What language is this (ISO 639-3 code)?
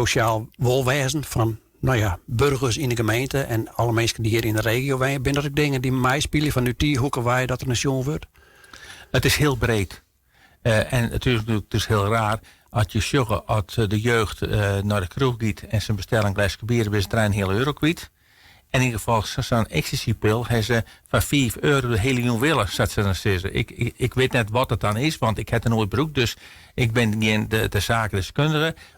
fry